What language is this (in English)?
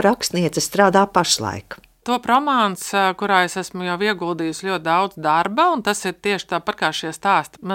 Latvian